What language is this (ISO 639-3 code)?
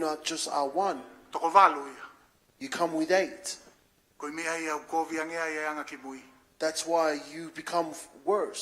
ton